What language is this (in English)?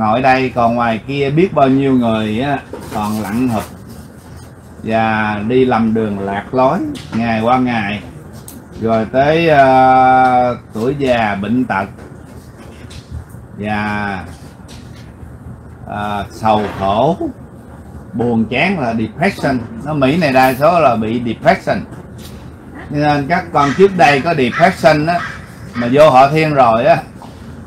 Vietnamese